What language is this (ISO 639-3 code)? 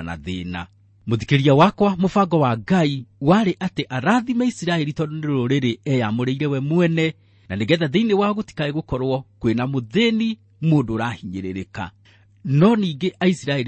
kik